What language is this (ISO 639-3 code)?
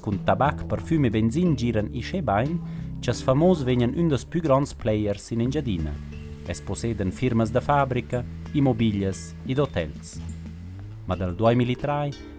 roh